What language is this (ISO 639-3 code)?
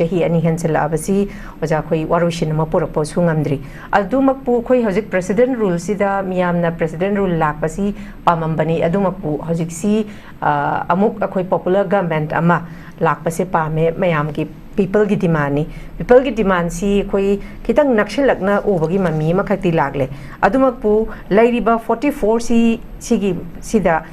mni